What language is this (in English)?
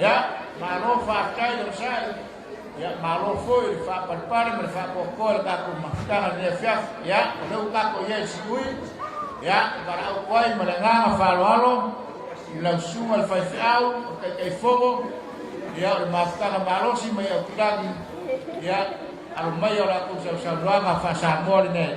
Samoan